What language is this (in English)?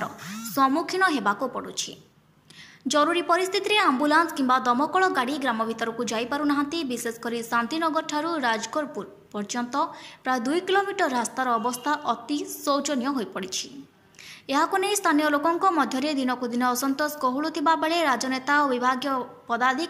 Odia